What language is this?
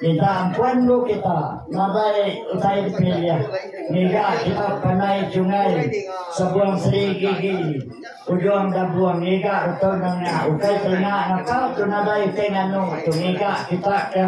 Iban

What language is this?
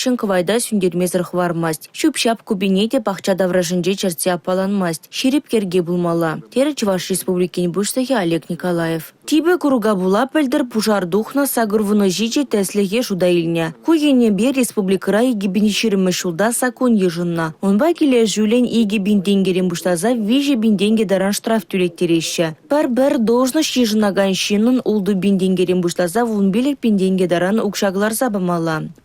Chuvash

